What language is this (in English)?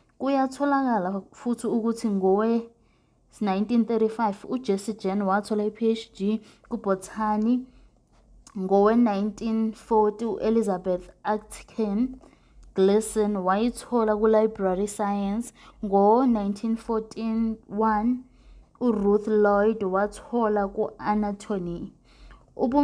Zulu